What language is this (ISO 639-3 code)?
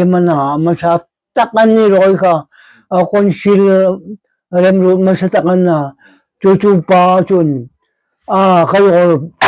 hmr